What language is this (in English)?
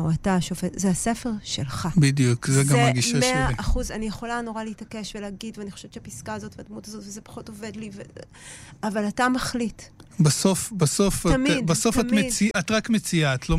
Hebrew